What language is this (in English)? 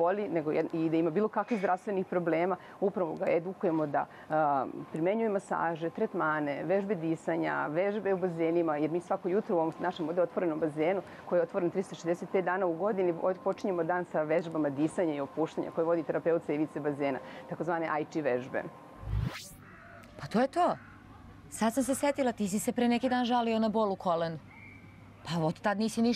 Serbian